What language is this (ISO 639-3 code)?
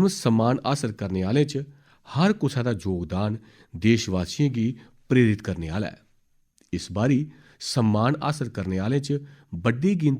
doi